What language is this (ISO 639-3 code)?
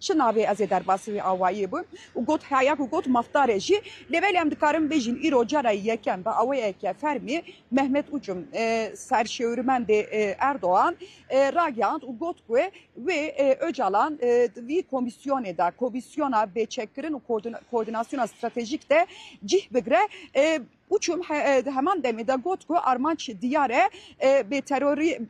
kur